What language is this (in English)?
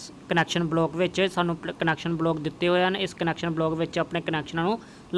Punjabi